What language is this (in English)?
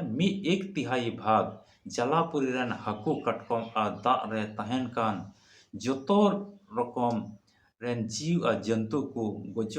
Santali